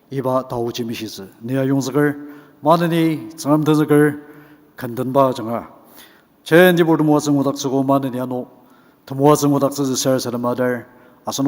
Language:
Ao Naga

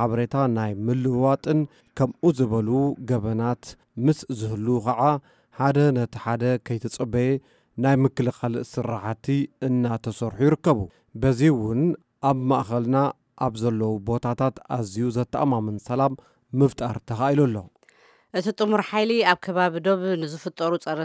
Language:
Tigrinya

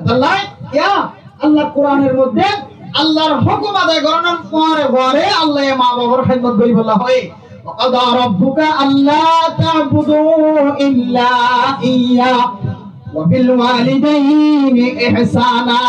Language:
Rohingya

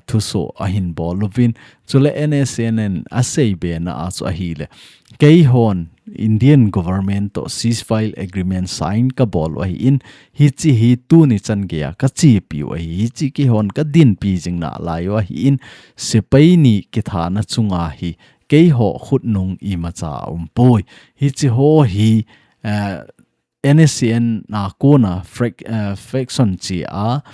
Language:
Thado Chin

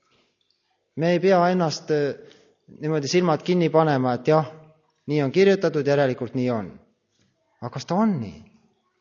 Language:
Estonian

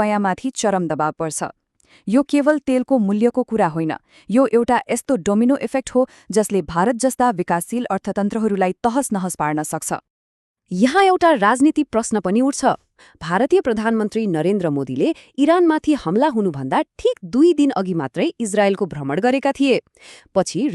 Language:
Nepali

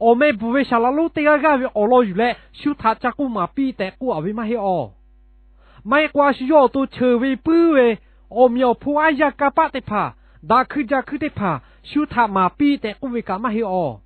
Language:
Lahu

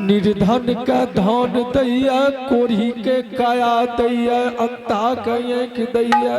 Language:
Angika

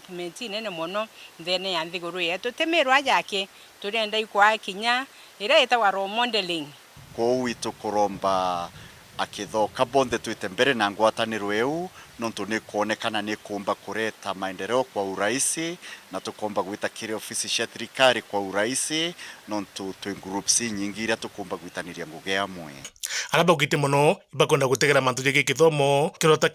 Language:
Meru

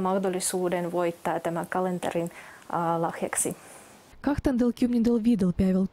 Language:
Finnish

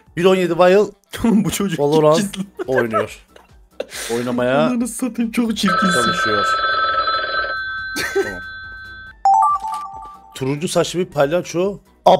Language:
Turkish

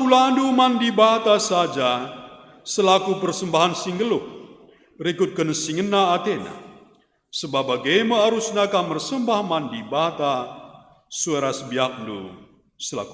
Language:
Batak Karo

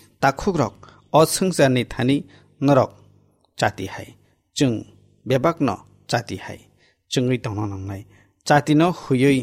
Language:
Kok Borok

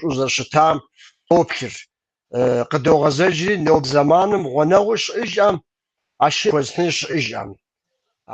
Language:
Kabardian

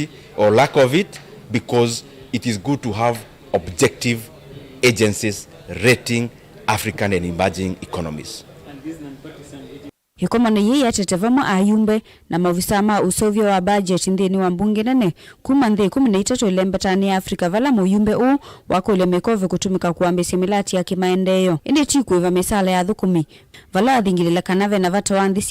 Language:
Kamba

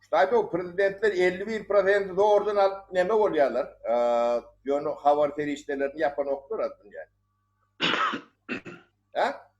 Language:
Turkmen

